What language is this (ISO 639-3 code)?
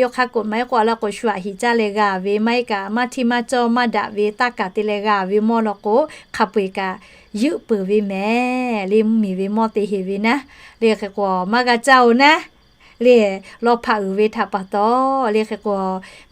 lhu